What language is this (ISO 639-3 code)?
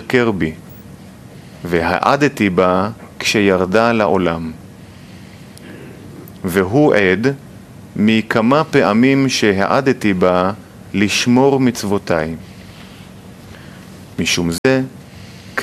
heb